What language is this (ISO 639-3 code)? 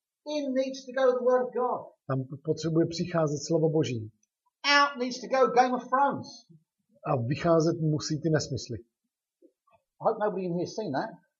ces